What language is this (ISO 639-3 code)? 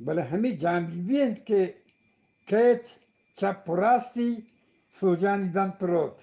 bgp